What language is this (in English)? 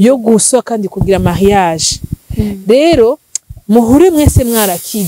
Rundi